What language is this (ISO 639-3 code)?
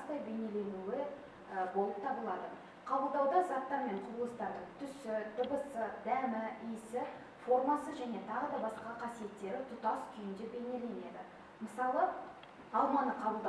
kaz